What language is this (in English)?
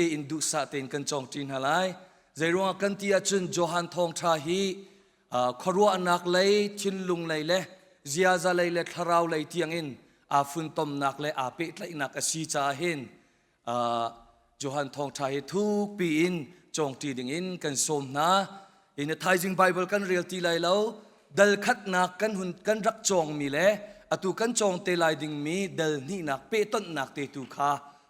Hakha Chin